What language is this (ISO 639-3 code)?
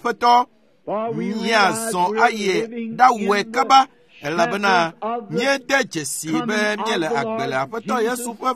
ewe